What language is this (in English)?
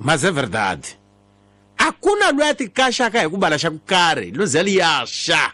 Tsonga